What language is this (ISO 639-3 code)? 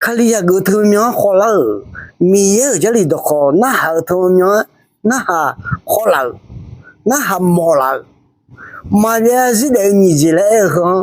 ahk